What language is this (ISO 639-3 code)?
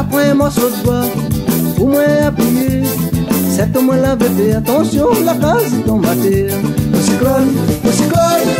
rcf